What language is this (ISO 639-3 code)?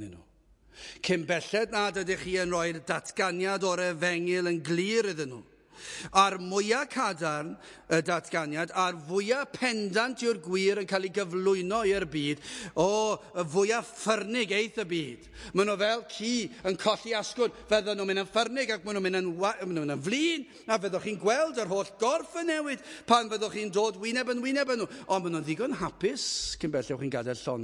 cym